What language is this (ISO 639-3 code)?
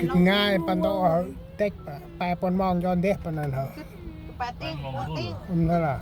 cmo